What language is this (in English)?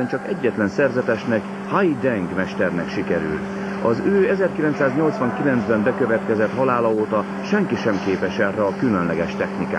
Hungarian